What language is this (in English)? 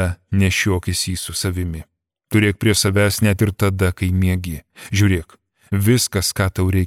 Lithuanian